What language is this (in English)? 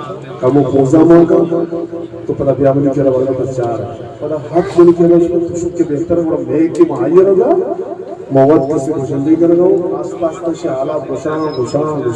Eastern Balochi